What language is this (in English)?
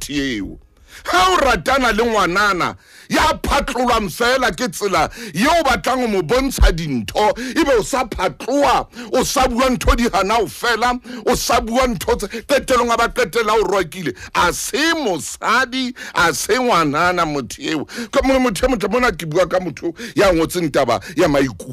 Southern Sotho